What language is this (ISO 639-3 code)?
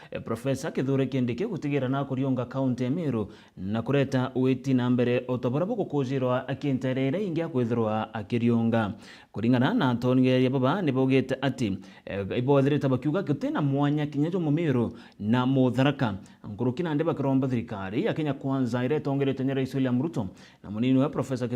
mer